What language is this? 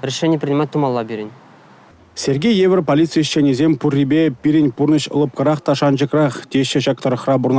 Chuvash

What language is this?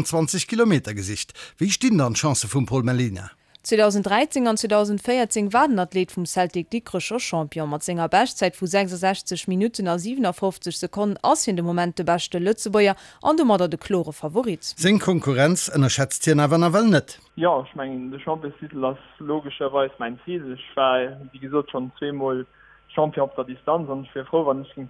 Luxembourgish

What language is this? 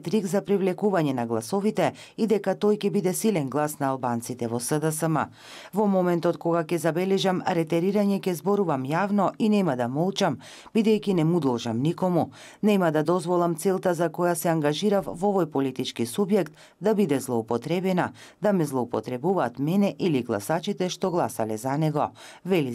Macedonian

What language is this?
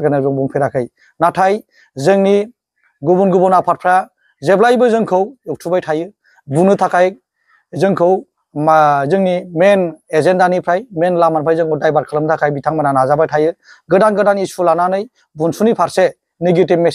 Bodo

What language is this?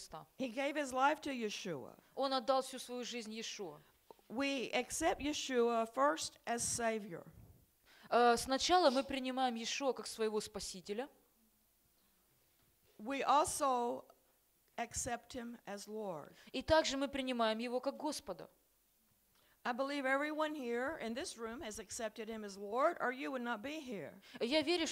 Russian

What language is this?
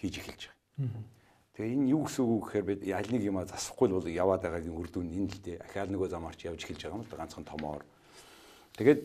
Mongolian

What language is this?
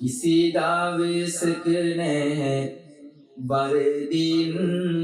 Sinhala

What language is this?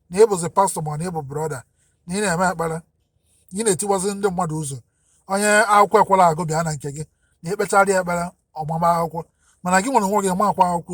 Igbo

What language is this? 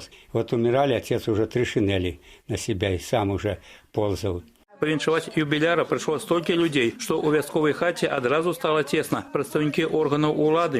Belarusian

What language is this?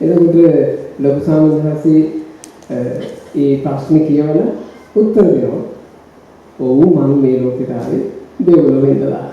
Sinhala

